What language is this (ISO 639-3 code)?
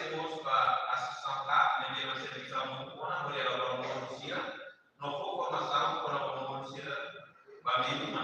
tet